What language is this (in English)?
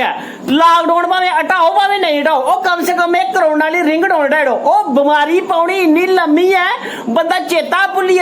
Dogri